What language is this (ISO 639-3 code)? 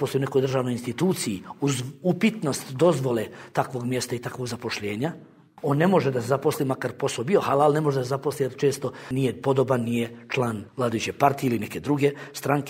bos